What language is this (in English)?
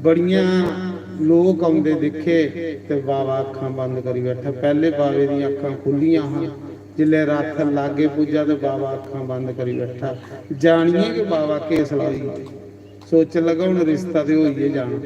Dogri